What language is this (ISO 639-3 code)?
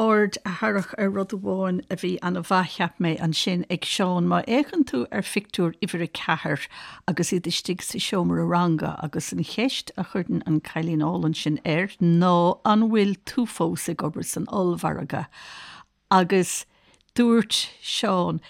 gle